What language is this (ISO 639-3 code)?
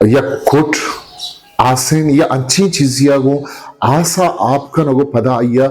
bgp